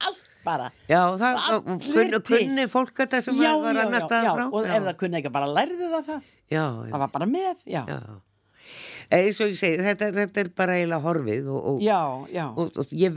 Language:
Icelandic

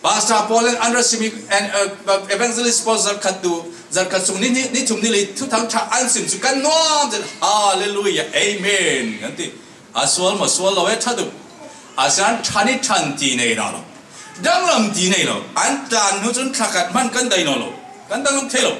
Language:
Falam Chin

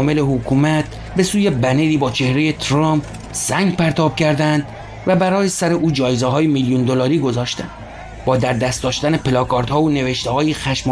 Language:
Persian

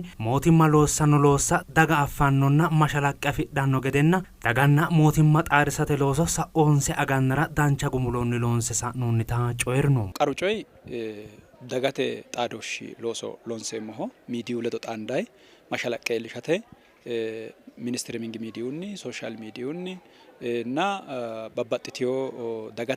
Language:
Sidamo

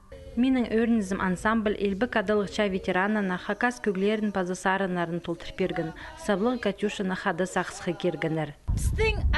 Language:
Khakas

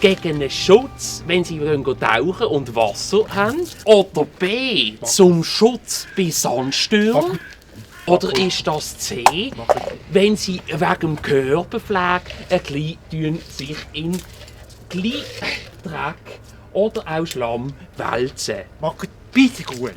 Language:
Swiss German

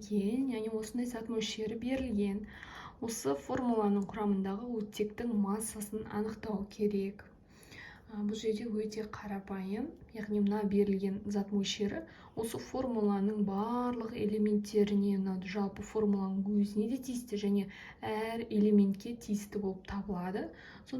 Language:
Kazakh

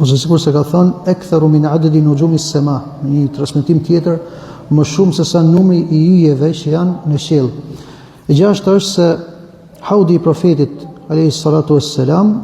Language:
Albanian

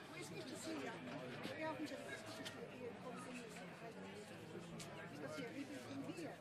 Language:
Faroese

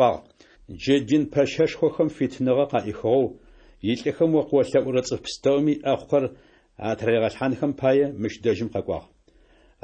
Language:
Adyghe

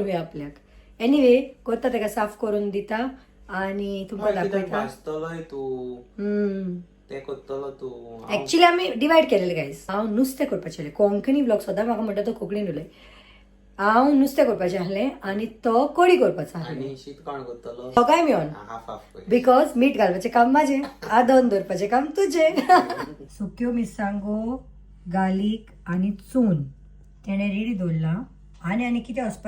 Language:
Konkani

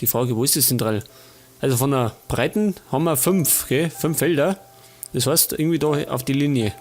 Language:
Bavarian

